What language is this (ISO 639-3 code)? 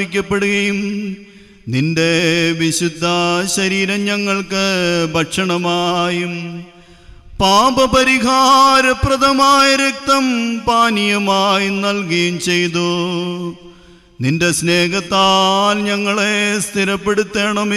mal